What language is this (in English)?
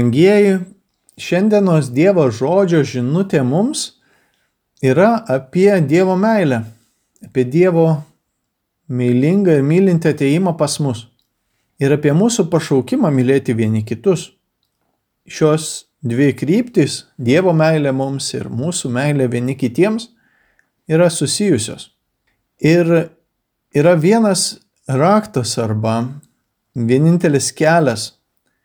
Lithuanian